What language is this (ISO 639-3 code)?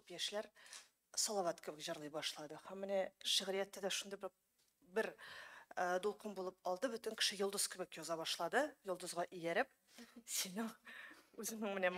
tat